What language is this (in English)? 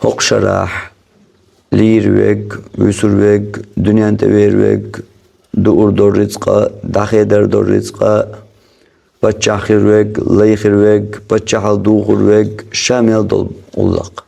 Chechen